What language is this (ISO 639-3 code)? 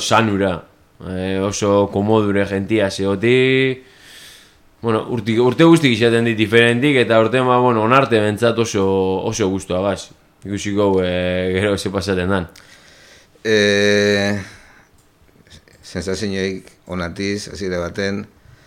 eus